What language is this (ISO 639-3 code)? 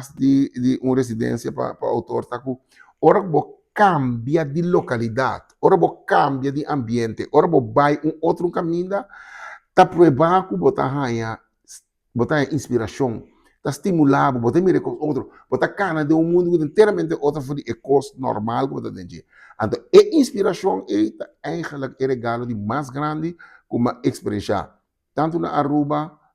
pap